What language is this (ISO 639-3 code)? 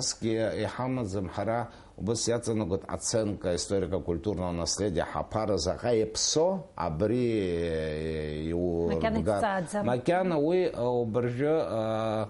abk